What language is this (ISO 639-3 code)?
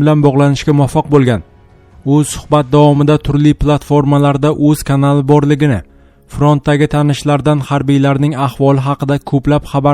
uzb